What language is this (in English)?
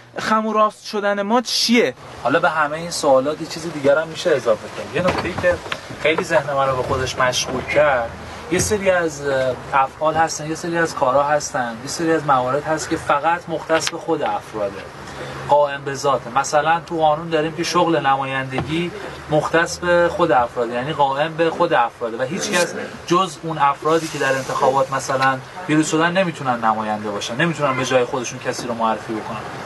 Persian